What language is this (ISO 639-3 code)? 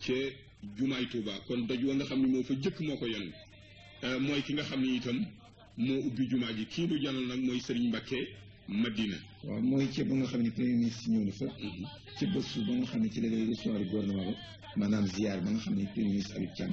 wol